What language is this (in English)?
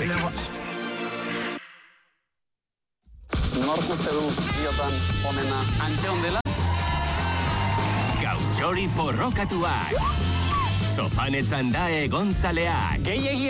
Basque